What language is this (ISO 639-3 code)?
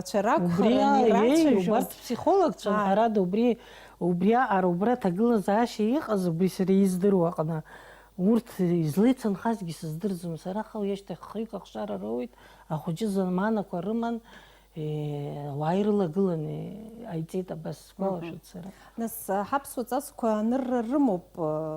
abk